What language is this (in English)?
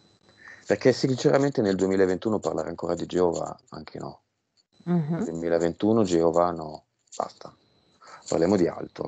Italian